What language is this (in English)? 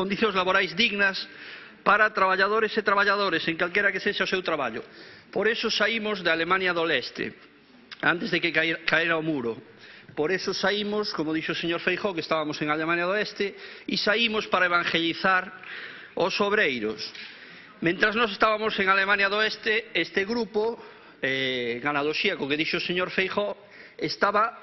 Galician